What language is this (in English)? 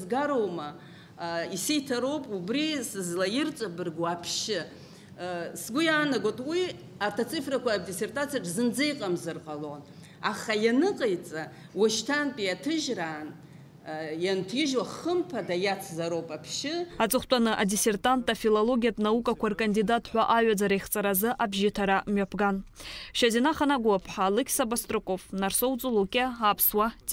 Abkhazian